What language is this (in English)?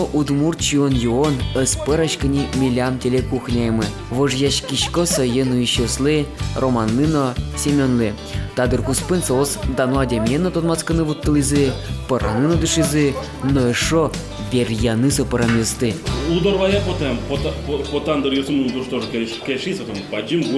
Udmurt